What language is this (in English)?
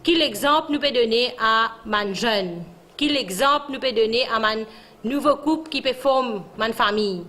Morisyen